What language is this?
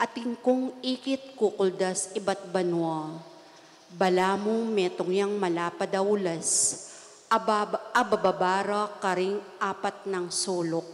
Pampanga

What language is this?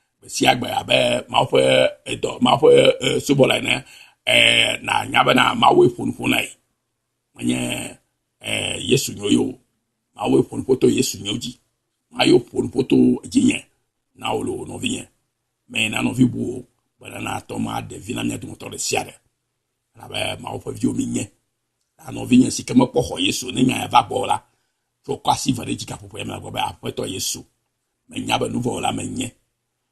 Ewe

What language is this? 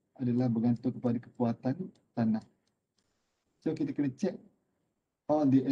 Malay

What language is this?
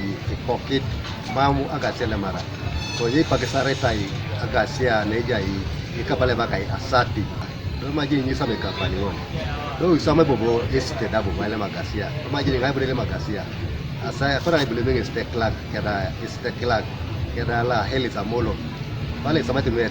Teso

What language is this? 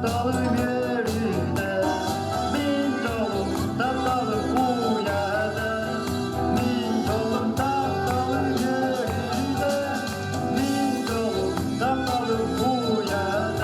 Yakut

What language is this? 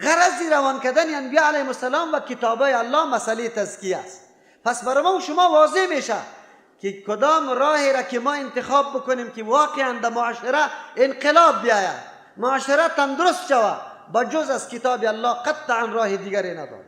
Persian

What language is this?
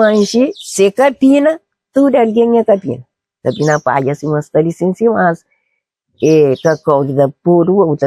Kabuverdianu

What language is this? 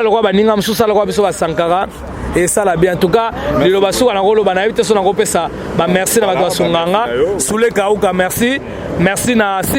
Lingala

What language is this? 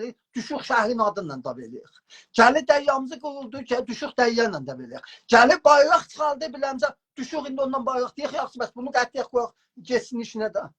South Azerbaijani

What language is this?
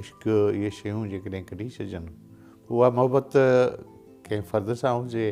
Sindhi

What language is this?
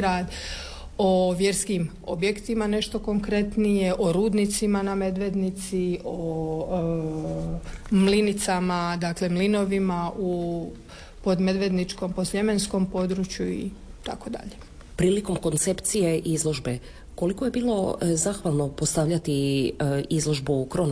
Croatian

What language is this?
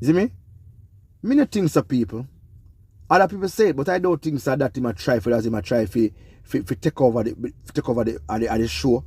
Jamaican Creole English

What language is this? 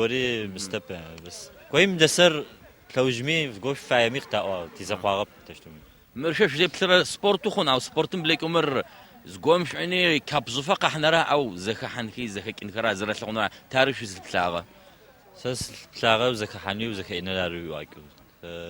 Adyghe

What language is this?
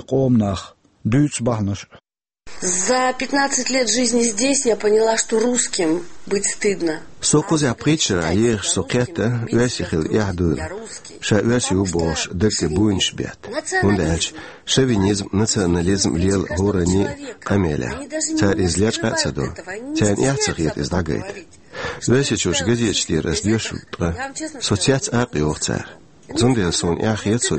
Chechen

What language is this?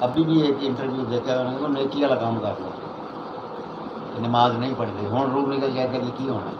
Saraiki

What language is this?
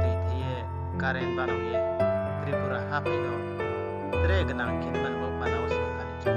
Riang (India)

